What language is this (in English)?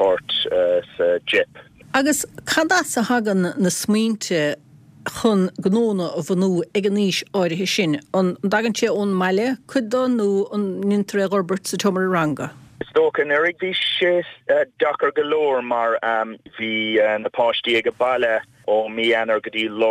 Irish